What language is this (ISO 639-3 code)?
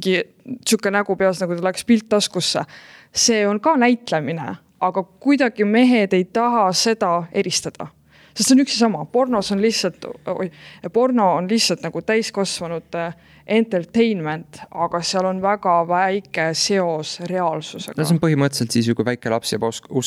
est